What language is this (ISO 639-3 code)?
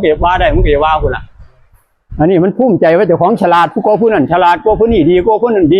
tts